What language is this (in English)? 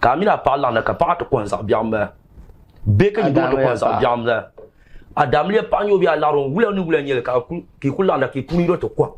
Dagbani